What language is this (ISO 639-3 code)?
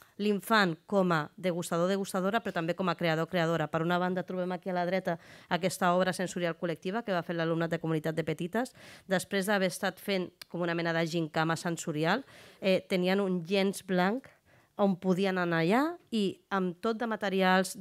cat